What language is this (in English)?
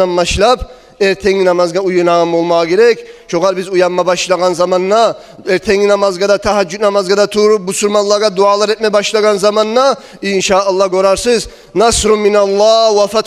Kumyk